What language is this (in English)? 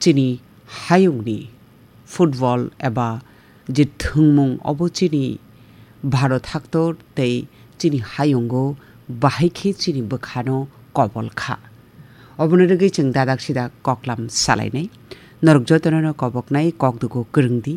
Kok Borok